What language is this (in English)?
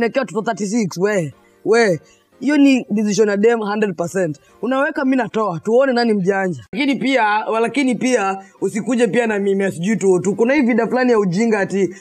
Swahili